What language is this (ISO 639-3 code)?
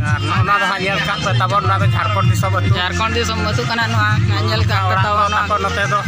sat